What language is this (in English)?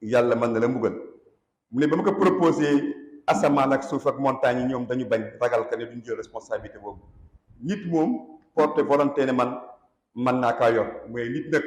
Wolof